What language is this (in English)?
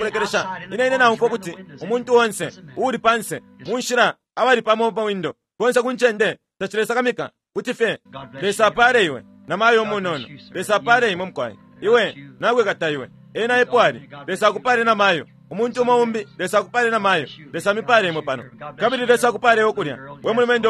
Bemba